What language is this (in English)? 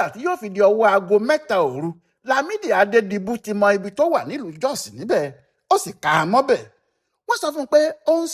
Yoruba